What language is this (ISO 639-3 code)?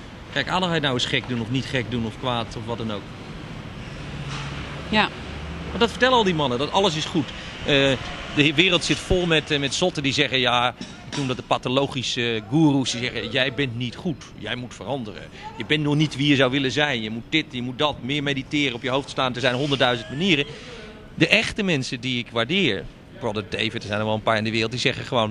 nld